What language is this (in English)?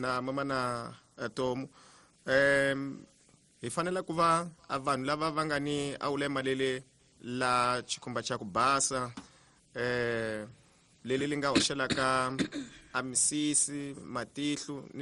Tsonga